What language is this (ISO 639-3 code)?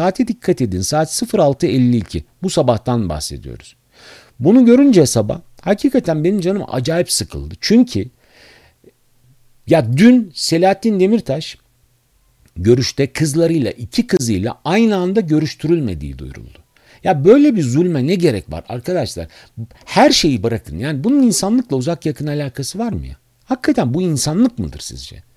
tur